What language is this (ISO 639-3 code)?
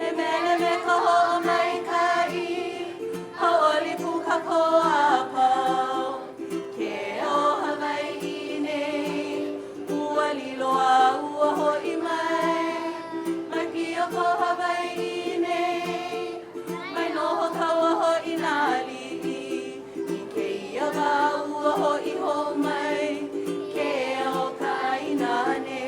haw